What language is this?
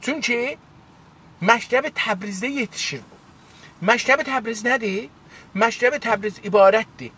South Azerbaijani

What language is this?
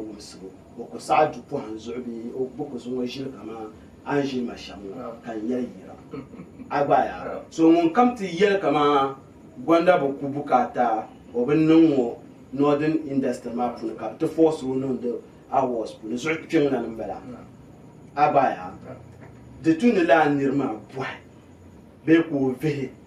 Dagbani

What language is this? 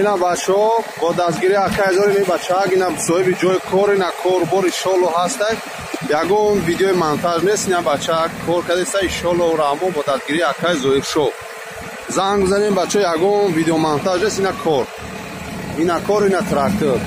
Tajik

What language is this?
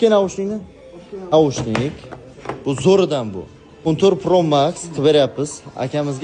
Uzbek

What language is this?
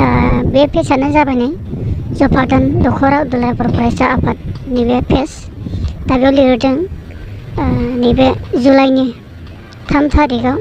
Bodo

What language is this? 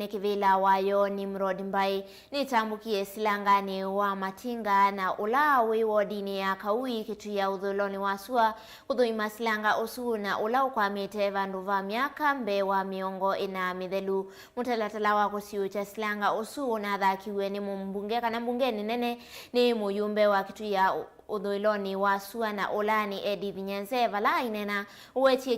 Kamba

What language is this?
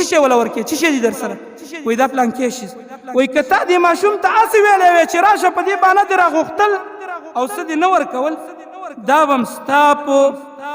Pashto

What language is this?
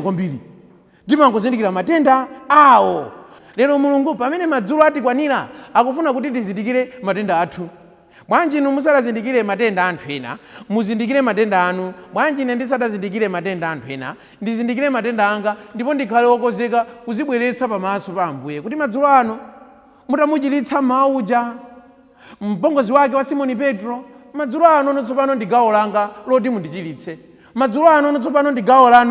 Nyanja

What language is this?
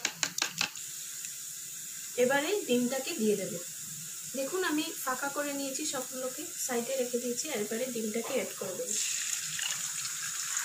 Bangla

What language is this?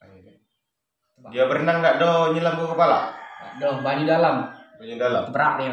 Musi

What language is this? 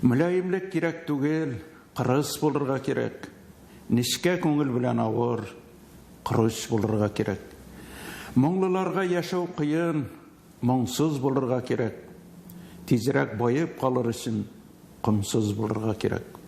Tatar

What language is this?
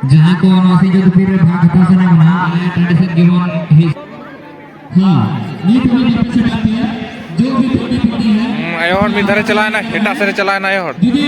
Santali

